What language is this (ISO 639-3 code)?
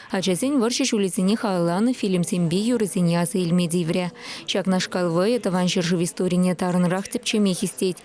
chv